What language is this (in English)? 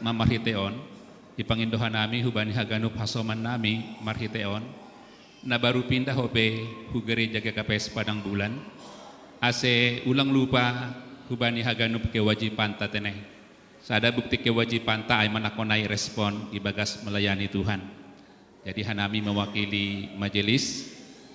Batak Simalungun